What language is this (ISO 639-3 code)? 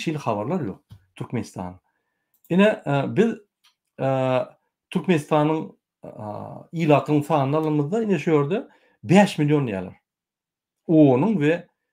tuk